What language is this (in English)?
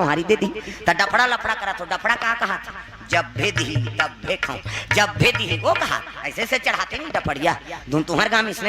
Chhattisgarhi